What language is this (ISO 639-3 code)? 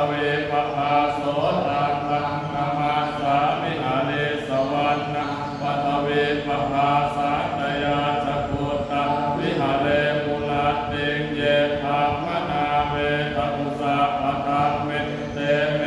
pli